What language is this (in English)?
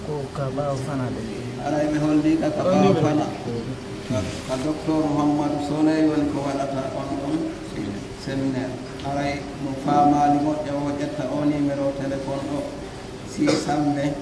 Pular